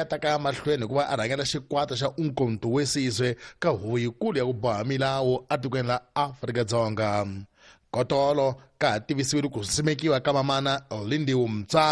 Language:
Tsonga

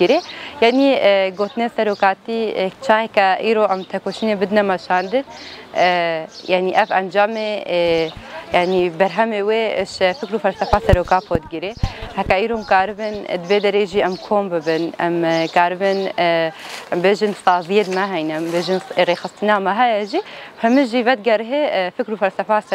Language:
Kurdish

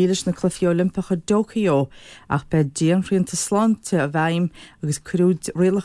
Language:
Irish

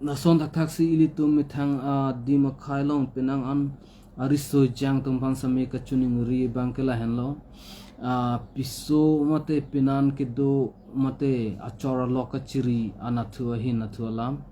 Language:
Karbi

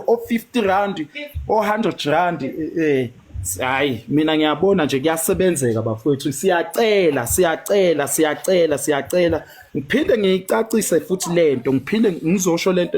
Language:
Zulu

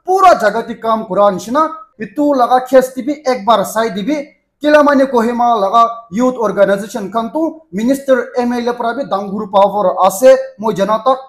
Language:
Naga Pidgin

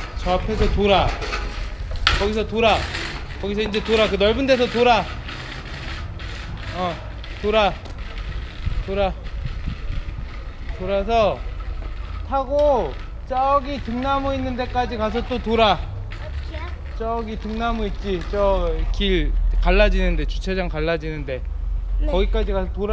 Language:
Korean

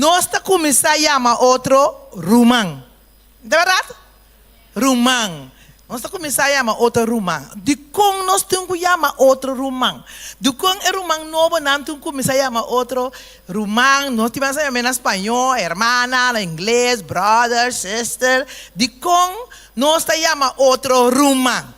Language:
Papiamento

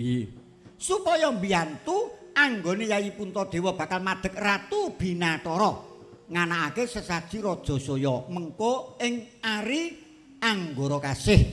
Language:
Javanese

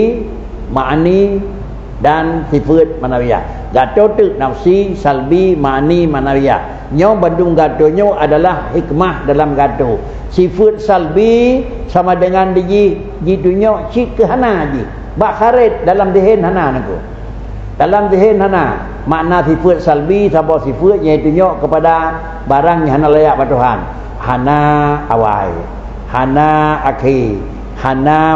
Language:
Achinese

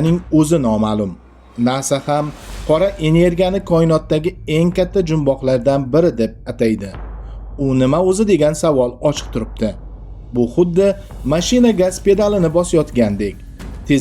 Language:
Uzbek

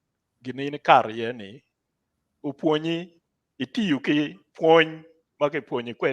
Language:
Acoli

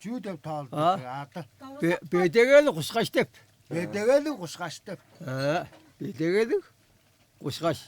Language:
Tuvinian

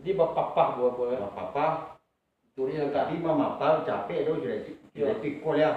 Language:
Minangkabau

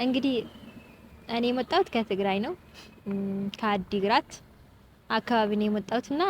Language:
Amharic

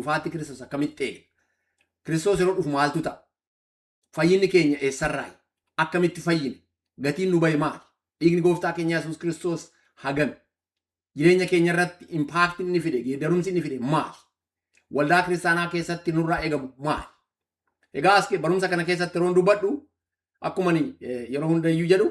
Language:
Oromo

